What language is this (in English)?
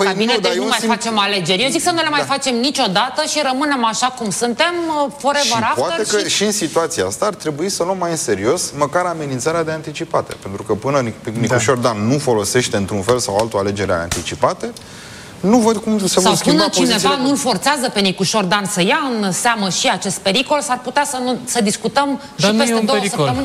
Romanian